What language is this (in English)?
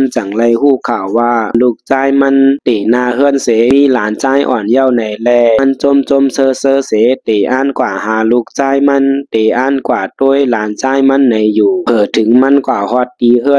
Shan